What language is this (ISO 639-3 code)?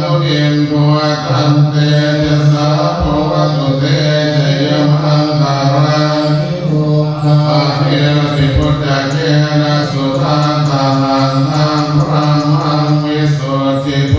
pli